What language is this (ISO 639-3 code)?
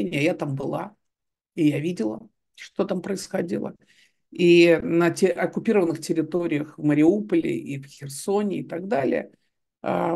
rus